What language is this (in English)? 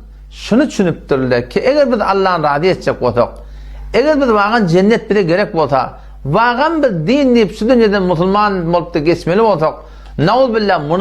Turkmen